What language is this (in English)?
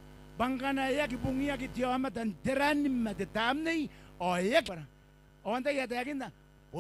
Gilbertese